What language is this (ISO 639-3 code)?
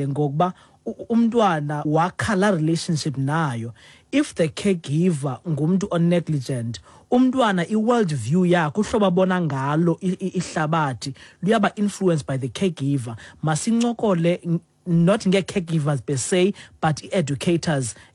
xho